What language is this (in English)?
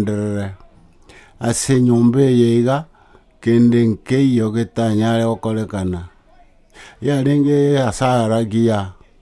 Gusii